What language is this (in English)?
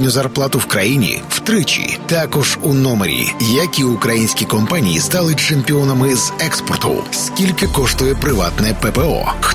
Ukrainian